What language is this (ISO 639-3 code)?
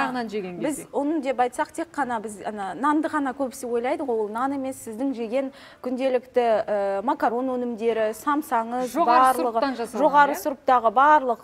kaz